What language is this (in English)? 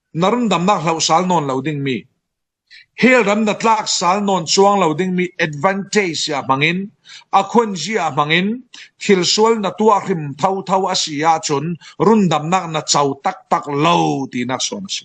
Falam Chin